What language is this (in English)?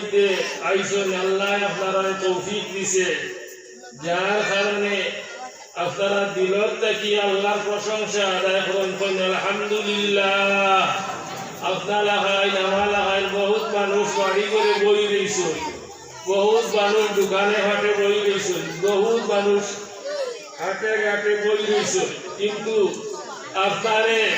Sylheti